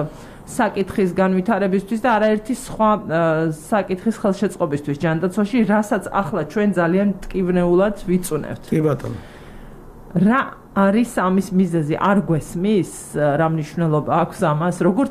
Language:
Georgian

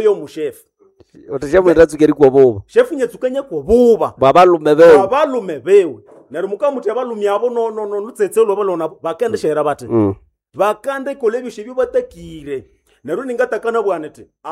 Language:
Nande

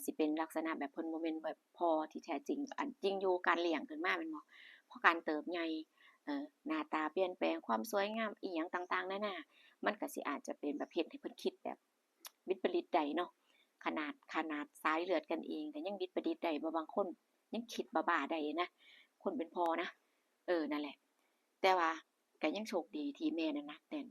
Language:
Northeastern Thai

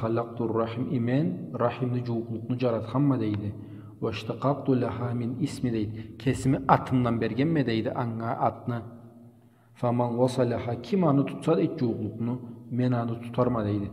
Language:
Karachay-Balkar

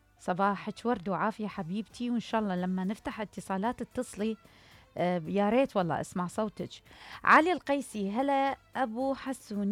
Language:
Mesopotamian Arabic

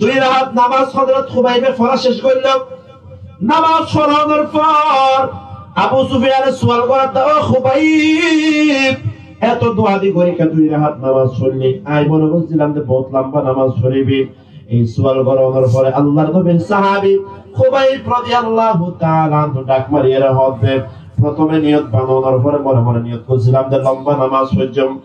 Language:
Rohingya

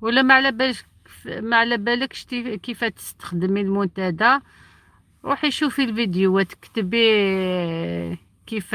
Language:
Algerian Arabic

